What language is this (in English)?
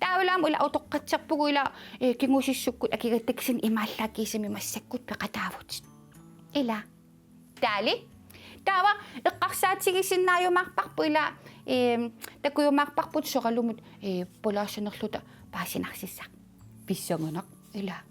Kalaallisut